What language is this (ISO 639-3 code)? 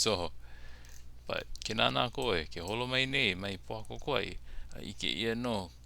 haw